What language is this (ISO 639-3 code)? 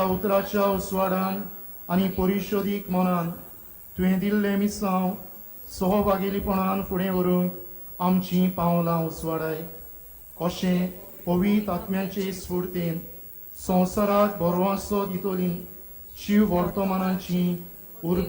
kok